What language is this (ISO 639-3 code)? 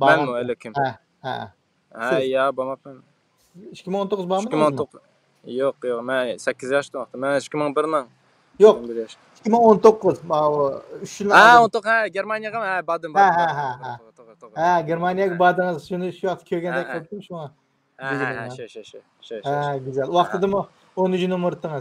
uig